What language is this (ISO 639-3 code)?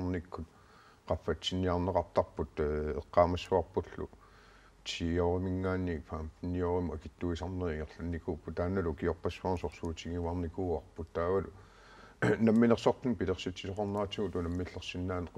kal